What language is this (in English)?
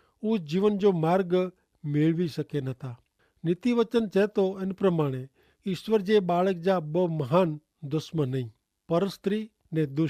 Kachhi